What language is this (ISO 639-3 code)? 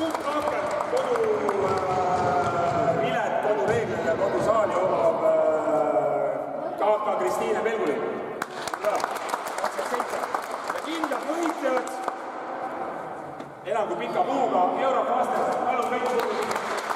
est